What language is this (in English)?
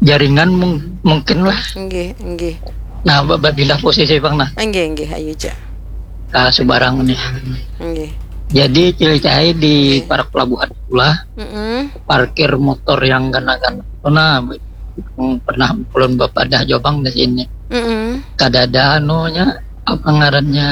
Banjar